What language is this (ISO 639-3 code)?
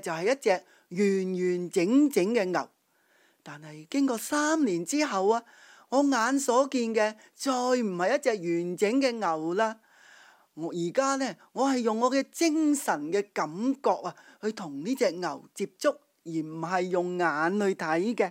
yue